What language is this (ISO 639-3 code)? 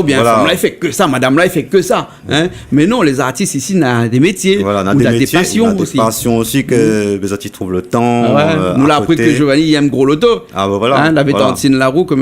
rcf